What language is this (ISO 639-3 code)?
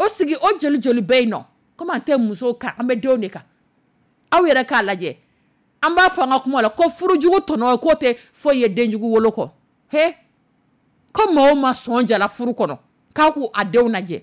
dyu